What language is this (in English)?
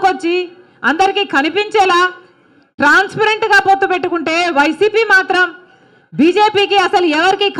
Telugu